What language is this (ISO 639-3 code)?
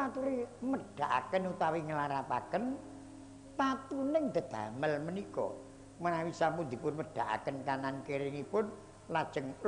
jav